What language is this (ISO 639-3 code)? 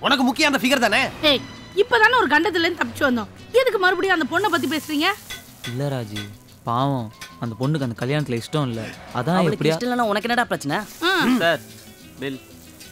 tam